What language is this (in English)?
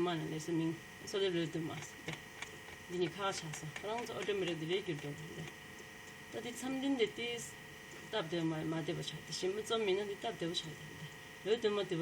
Tibetan